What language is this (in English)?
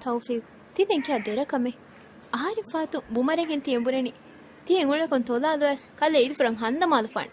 Divehi